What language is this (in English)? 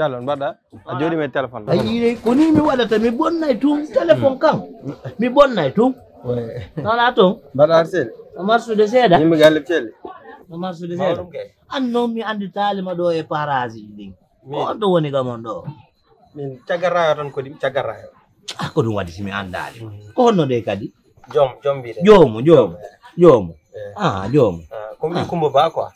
Fula